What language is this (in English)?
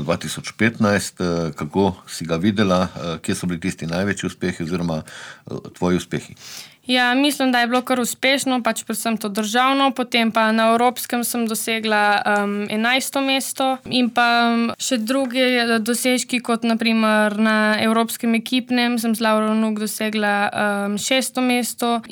Slovenian